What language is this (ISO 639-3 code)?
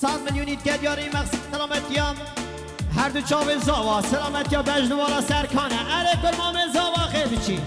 kur